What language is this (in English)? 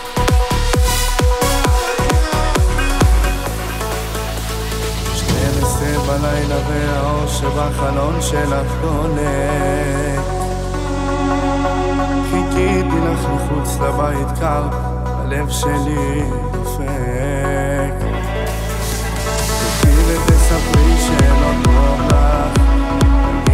Hebrew